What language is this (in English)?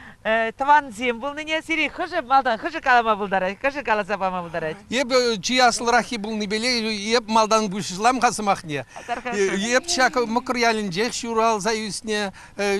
Chuvash